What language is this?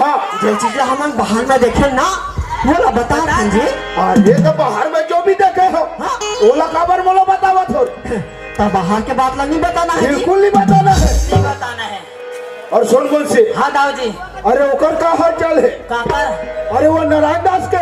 Chhattisgarhi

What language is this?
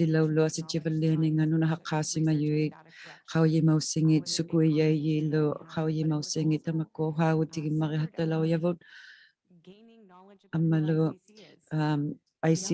Inuktitut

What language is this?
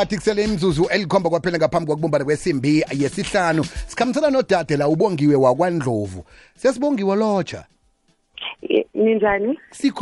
South Ndebele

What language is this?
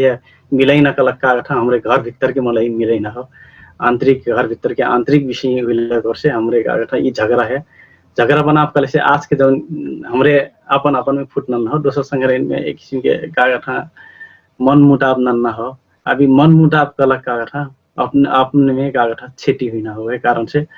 Dangaura Tharu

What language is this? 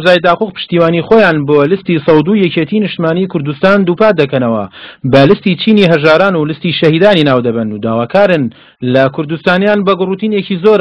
Central Kurdish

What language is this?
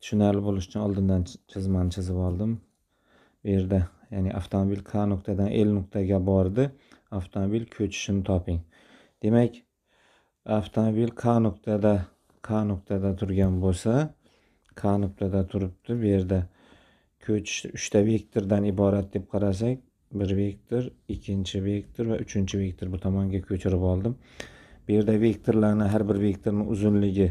Uzbek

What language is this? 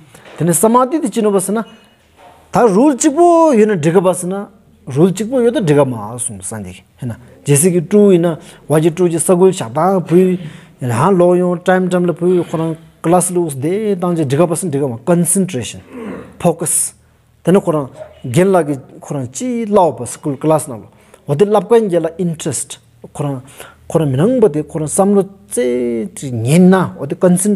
Stod Bhoti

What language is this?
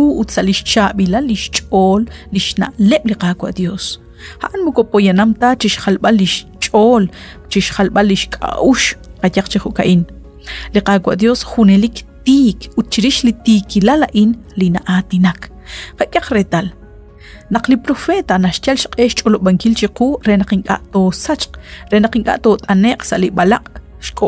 Kekchí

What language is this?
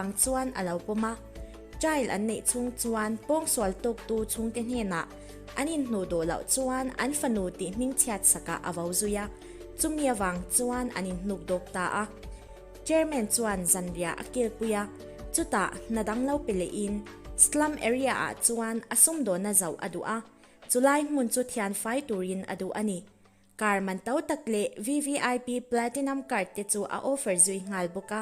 Mizo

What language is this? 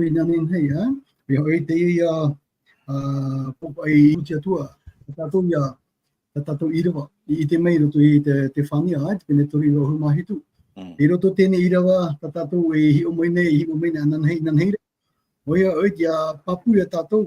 Tahitian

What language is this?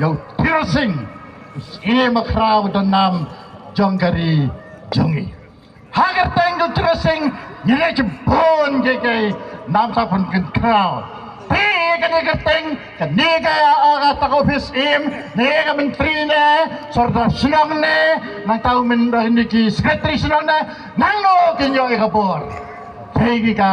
Khasi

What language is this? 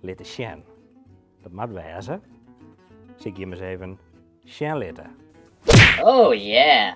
Western Frisian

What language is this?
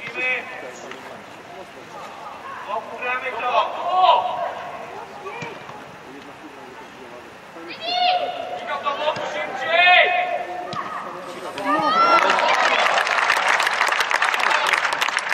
Polish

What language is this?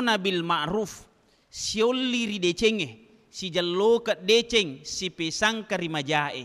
Buginese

